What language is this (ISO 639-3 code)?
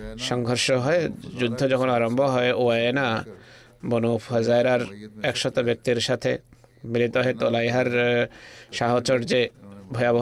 ben